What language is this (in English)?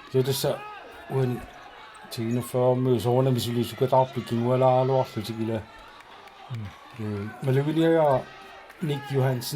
Kalaallisut